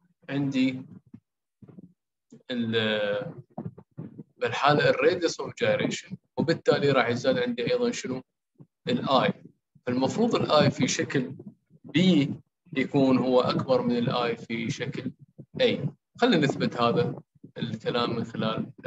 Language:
Mesopotamian Arabic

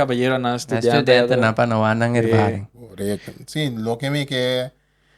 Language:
Papiamento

